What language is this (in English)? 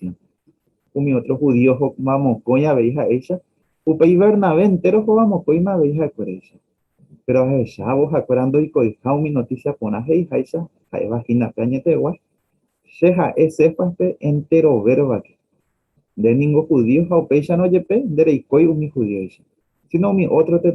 Guarani